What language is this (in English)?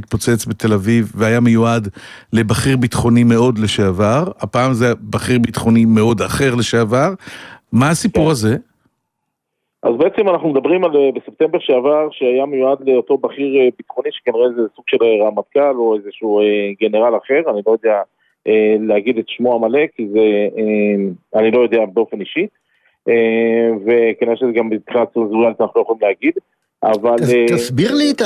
Hebrew